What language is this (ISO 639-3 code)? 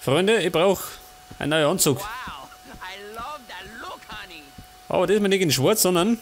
bar